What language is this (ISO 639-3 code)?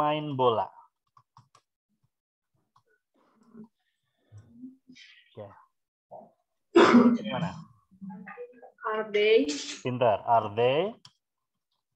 ind